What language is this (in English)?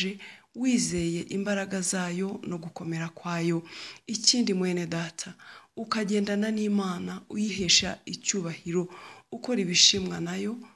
Kinyarwanda